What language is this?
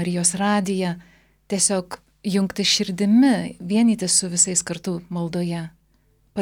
Lithuanian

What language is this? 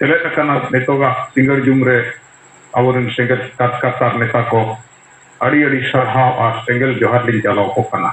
Santali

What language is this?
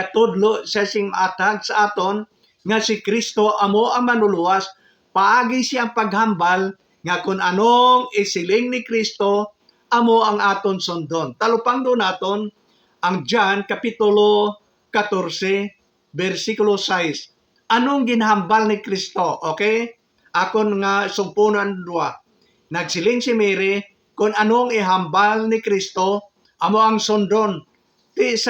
Hiligaynon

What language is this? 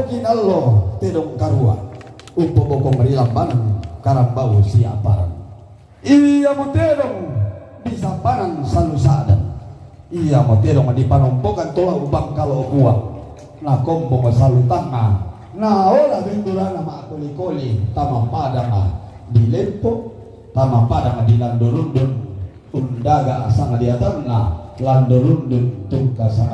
Toraja-Sa'dan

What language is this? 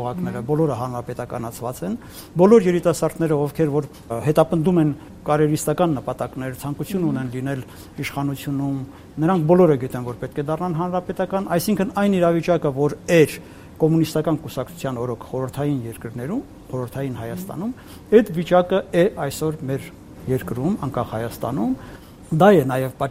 Armenian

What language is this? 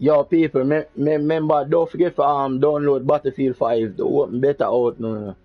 Jamaican Creole English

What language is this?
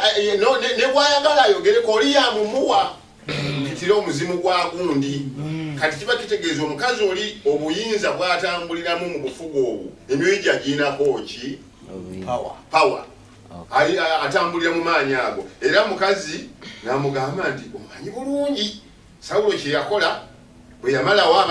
Ganda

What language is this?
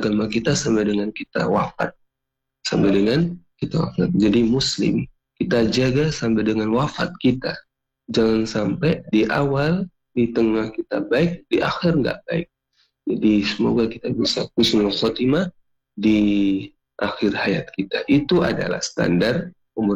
Indonesian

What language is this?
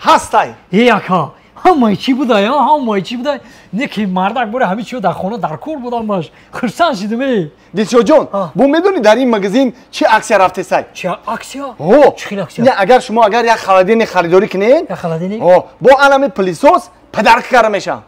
Tajik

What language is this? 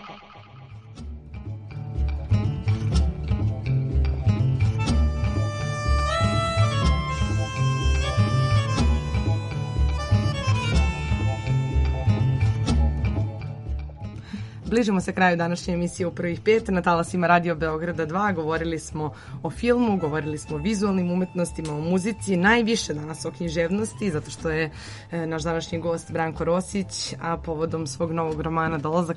Serbian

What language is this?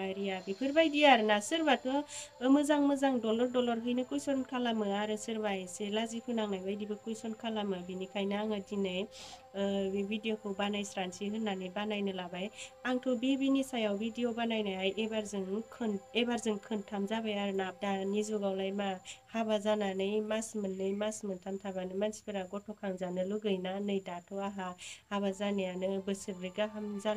Bodo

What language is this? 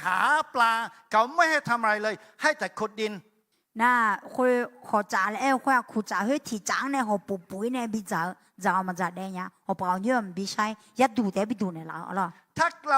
Akha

